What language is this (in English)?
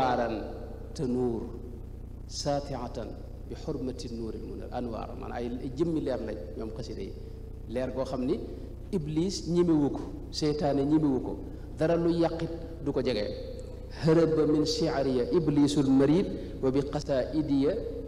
Wolof